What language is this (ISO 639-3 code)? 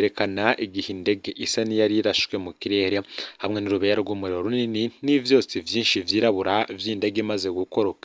run